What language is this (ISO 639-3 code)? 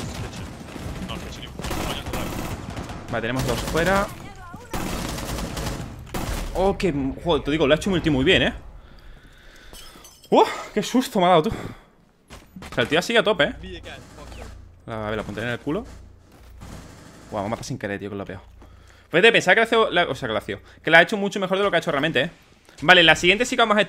spa